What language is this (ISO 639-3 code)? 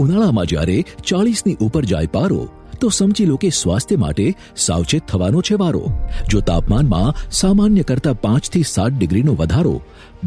guj